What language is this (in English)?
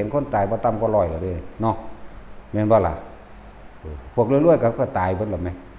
Northeastern Thai